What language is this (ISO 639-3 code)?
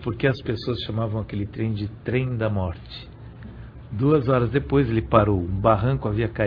por